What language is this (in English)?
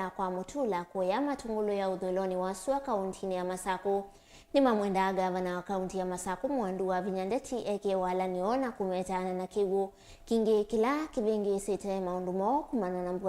Kamba